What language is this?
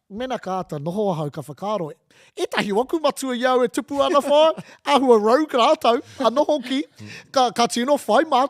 Māori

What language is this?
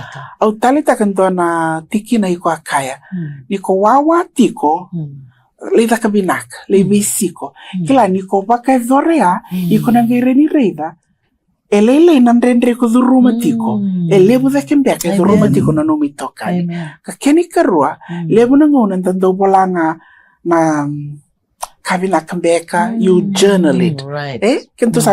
Fijian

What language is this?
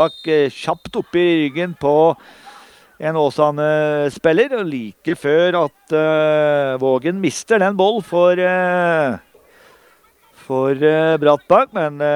Norwegian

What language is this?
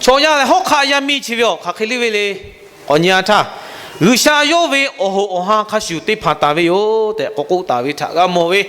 Lahu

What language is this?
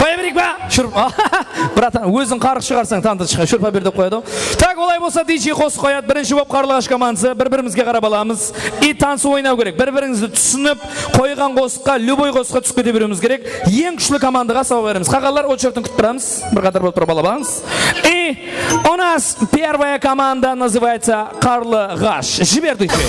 Kara-Kalpak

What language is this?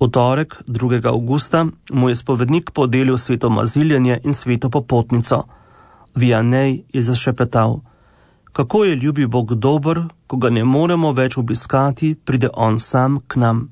Slovenian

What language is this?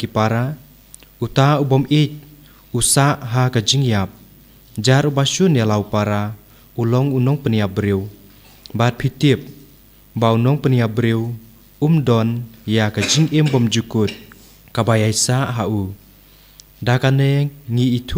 Khasi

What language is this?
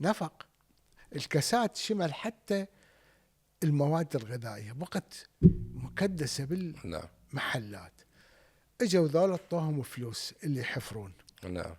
Mesopotamian Arabic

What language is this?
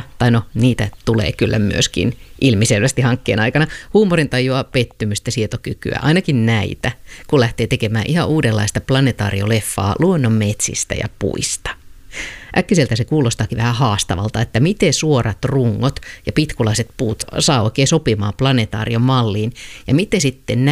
Finnish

